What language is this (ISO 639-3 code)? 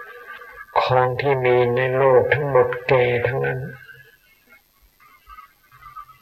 tha